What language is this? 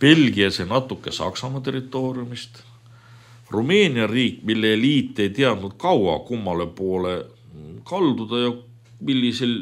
Estonian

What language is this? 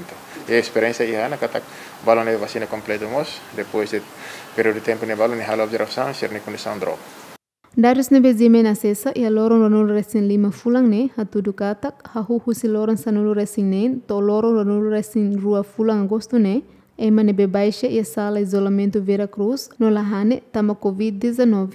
Tetum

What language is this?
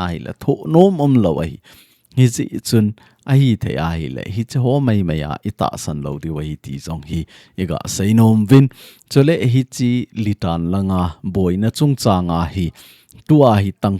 Thado Chin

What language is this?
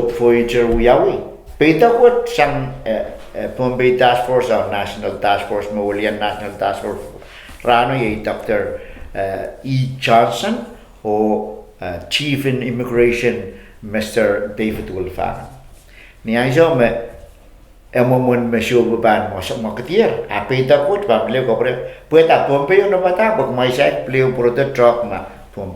Pohnpeian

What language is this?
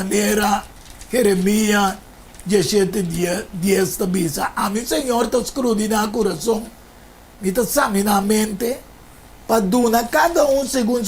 Papiamento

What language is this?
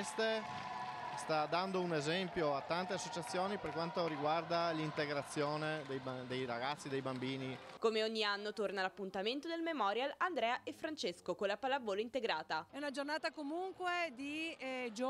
Italian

